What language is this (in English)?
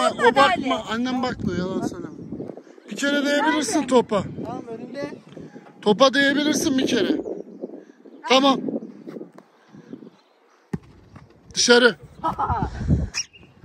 Turkish